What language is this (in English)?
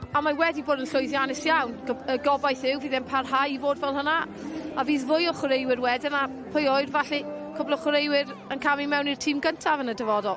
Welsh